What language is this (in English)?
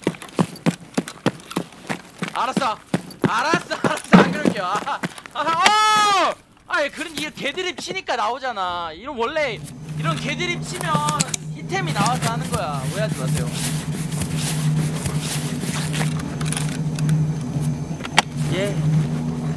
Korean